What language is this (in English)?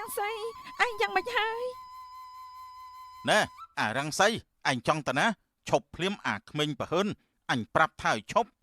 Khmer